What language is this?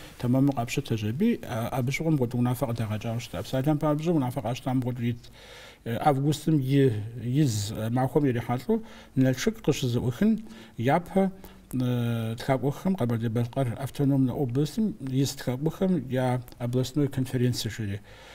Kabardian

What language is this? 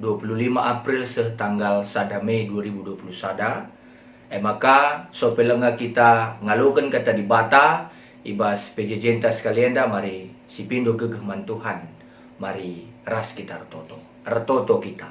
Batak Karo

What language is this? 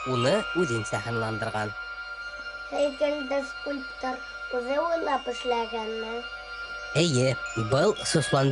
Bashkir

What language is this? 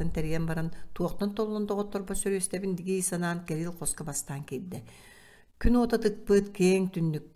Yakut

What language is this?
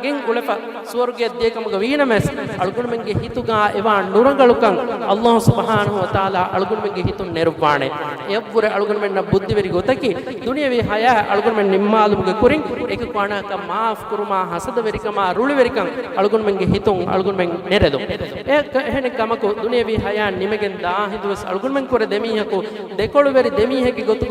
Divehi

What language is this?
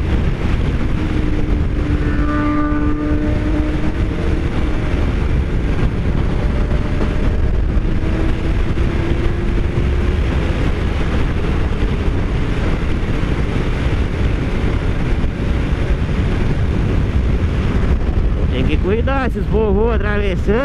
Portuguese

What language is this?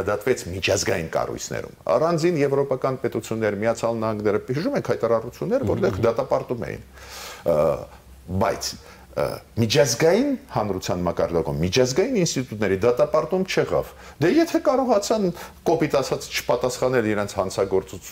Armenian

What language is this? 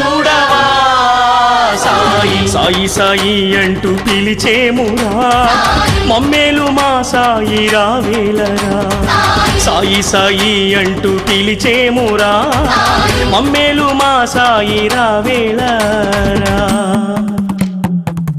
Telugu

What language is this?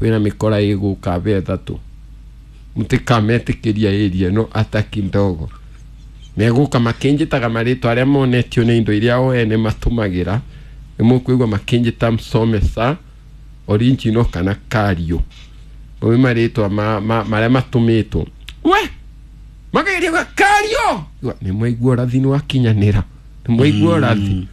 Kikuyu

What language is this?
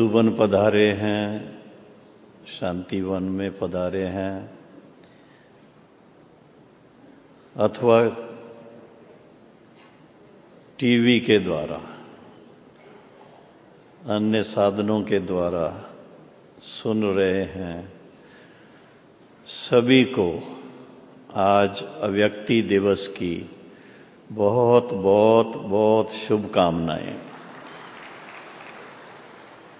Hindi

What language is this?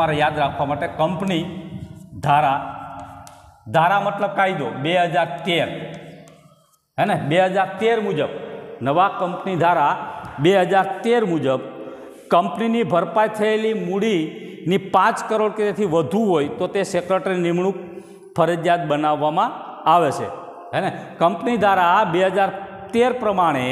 Gujarati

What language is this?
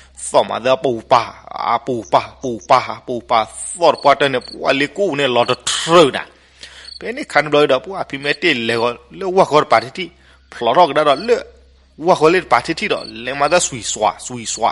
S'gaw Karen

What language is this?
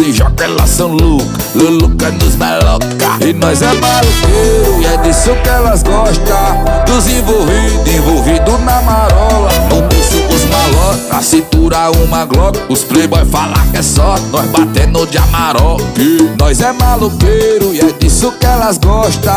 Portuguese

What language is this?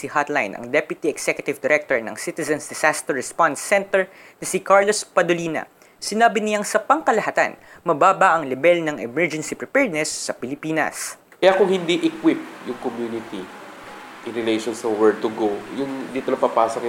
Filipino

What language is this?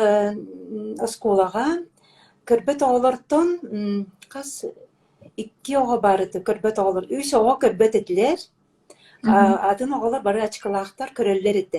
Yakut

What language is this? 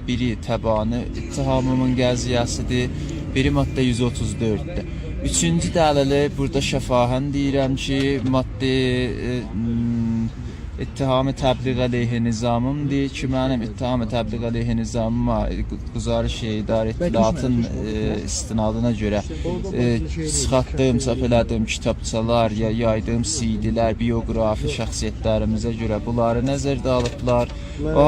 South Azerbaijani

